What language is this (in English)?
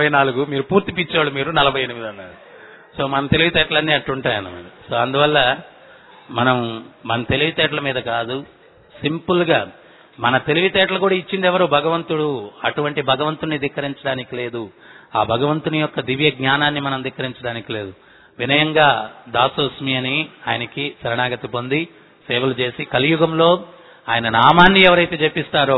Telugu